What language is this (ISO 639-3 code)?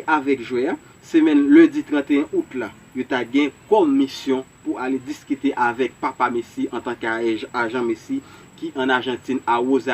hat